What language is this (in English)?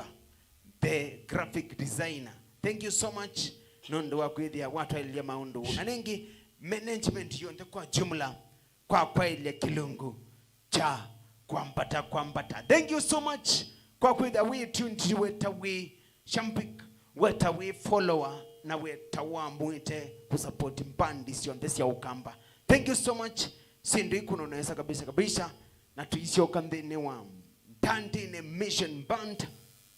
Kamba